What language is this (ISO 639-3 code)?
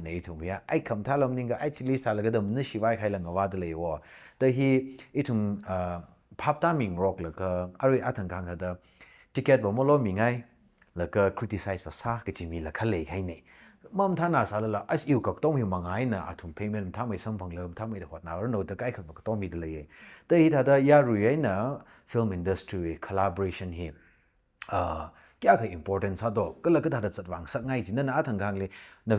nmf